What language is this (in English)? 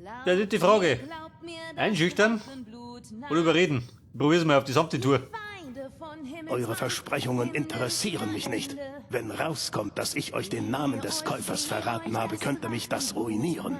Bavarian